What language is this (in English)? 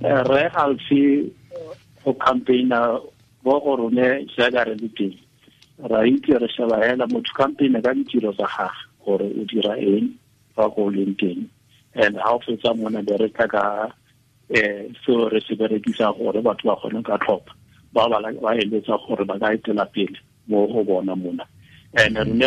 Tswana